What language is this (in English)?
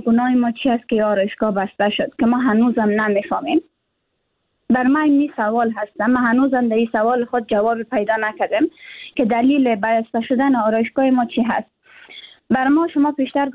Persian